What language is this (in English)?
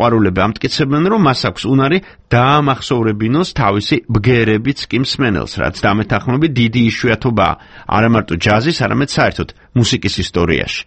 Georgian